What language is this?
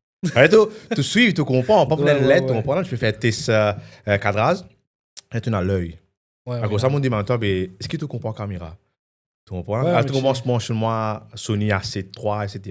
Morisyen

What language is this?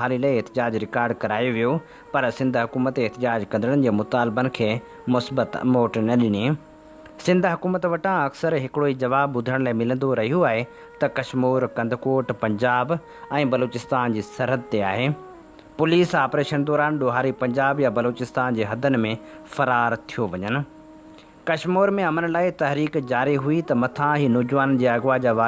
Sindhi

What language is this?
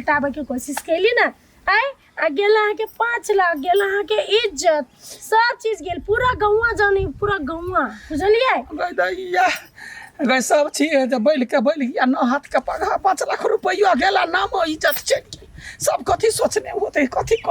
Maithili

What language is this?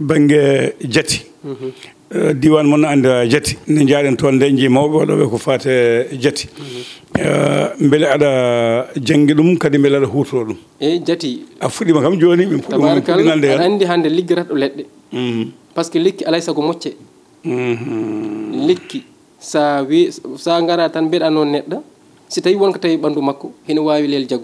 Fula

